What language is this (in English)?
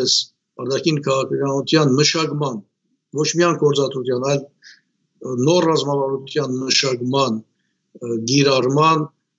Armenian